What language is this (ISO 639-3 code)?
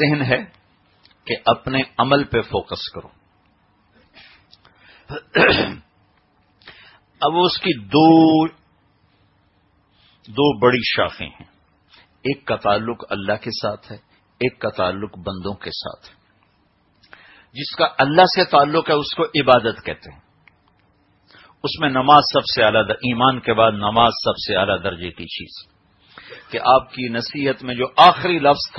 urd